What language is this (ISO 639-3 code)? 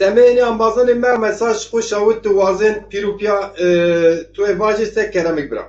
zza